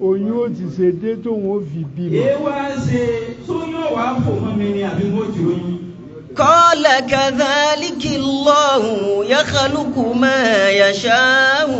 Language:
Yoruba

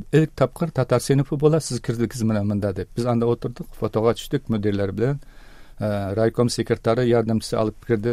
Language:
Tatar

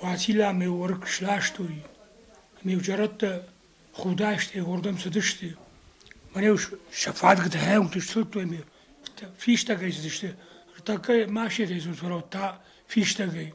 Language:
Ossetic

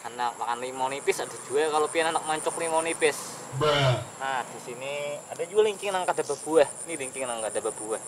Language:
Banjar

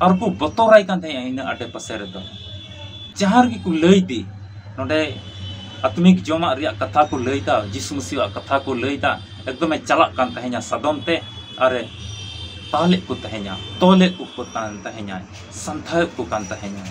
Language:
Santali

